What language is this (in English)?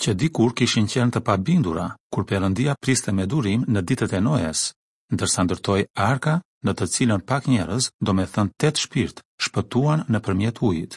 Albanian